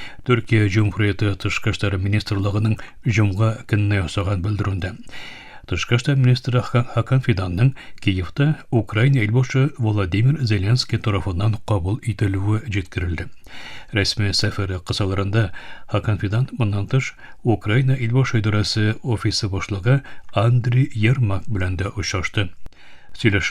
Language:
Tatar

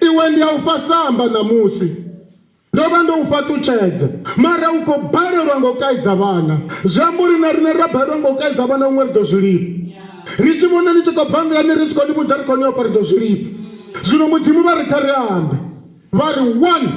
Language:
Venda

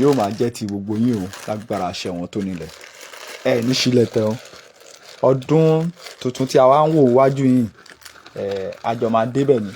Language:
Yoruba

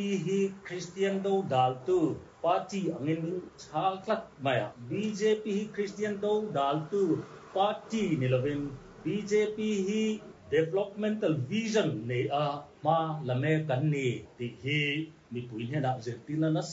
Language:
Mizo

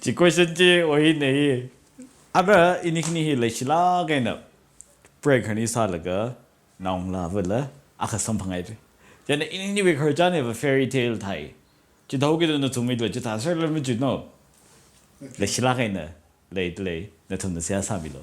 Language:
Tangkhul Naga (India)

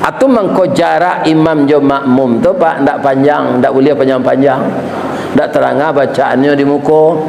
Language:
Minangkabau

